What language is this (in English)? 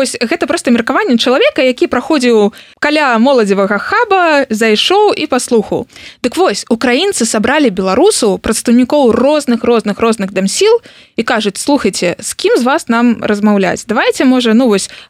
Belarusian